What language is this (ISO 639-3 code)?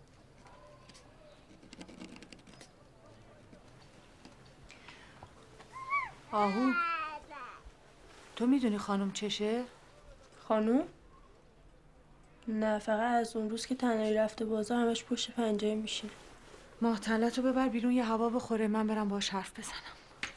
fas